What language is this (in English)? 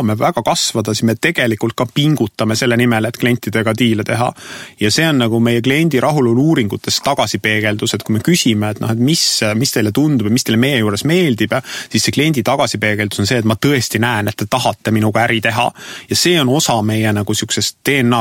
Estonian